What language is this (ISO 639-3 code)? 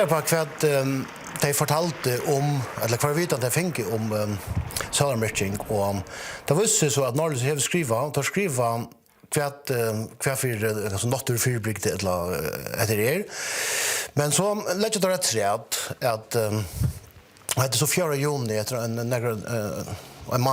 fao